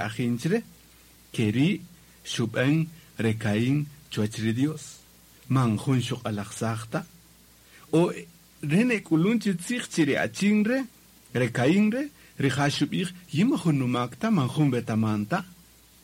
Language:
Kaqchikel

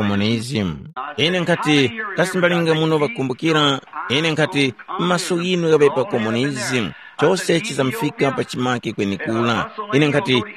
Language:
Tumbuka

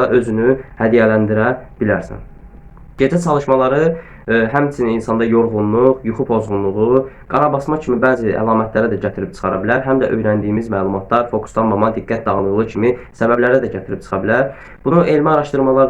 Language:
Azerbaijani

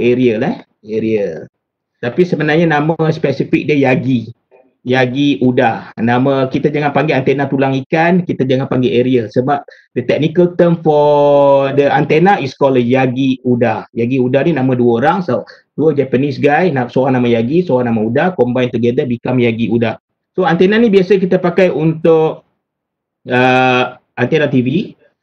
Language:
Malay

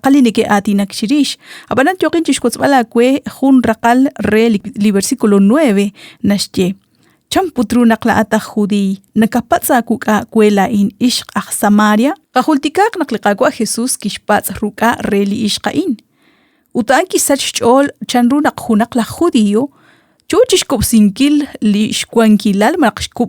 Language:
Kekchí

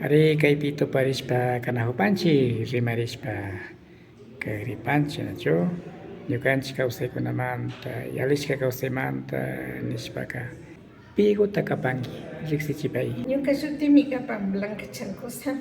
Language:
Imbabura Highland Quichua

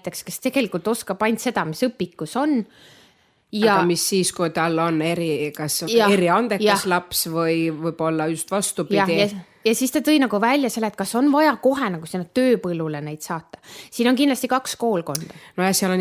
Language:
Estonian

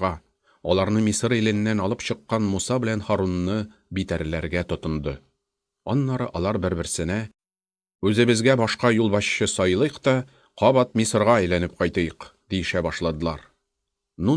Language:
Tatar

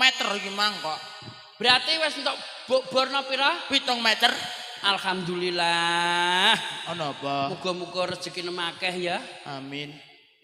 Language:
Javanese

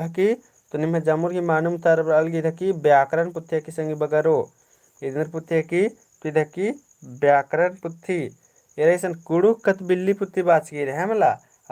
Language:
Kurukh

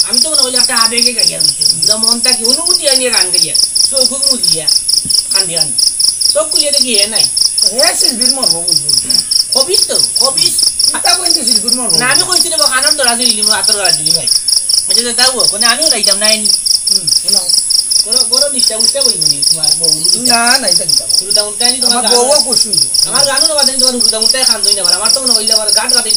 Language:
Sylheti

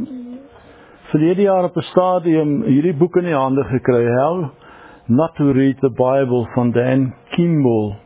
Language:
Afrikaans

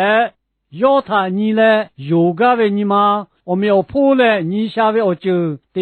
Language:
Lahu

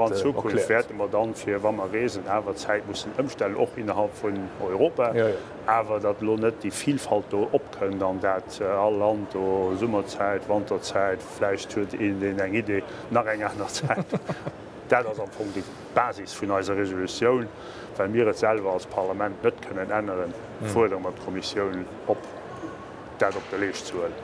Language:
Luxembourgish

